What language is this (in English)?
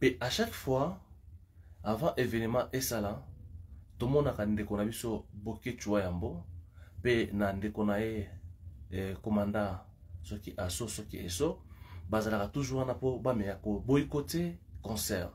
Lingala